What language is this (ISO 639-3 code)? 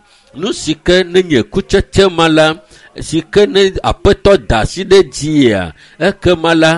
ewe